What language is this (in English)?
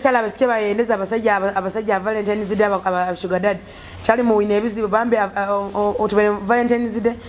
Nyoro